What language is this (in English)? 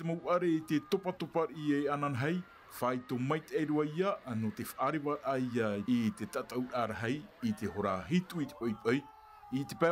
Tahitian